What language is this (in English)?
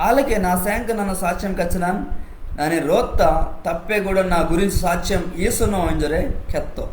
Koya